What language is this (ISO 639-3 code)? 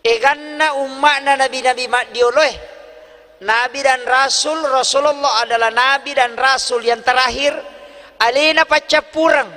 bug